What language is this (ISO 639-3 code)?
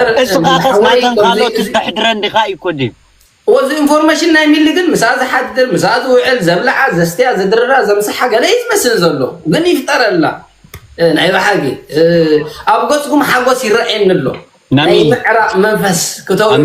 tir